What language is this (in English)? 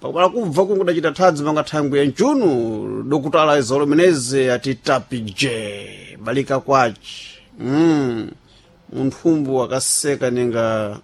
Sena